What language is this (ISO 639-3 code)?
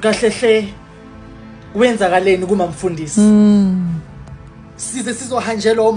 zul